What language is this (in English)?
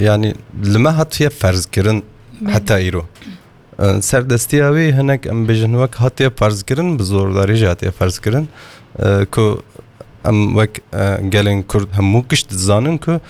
Kurdish